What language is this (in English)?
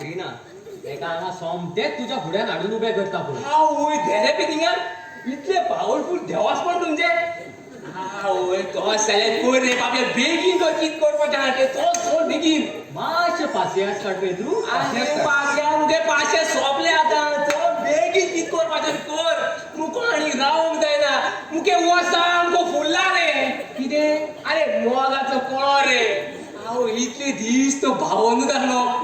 Konkani